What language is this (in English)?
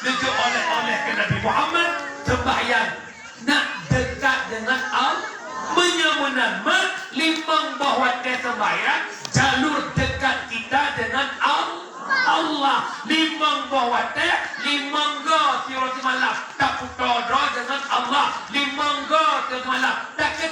Achinese